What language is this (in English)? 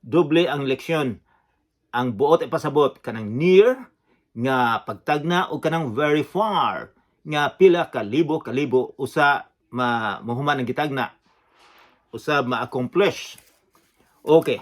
Cebuano